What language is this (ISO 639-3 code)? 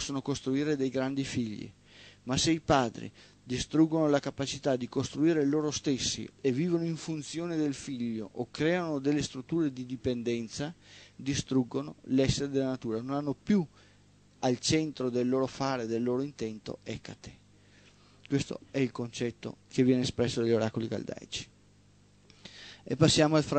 ita